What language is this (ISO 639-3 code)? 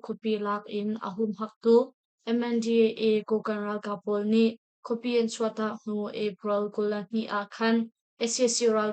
cnh